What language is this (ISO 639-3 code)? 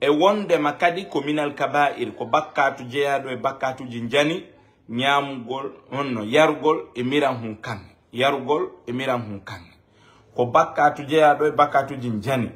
ful